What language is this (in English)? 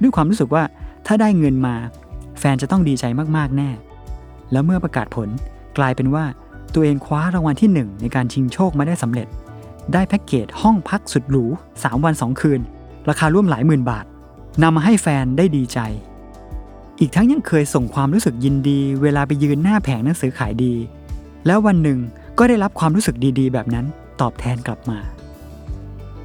Thai